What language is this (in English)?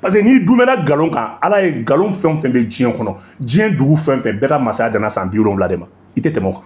Bambara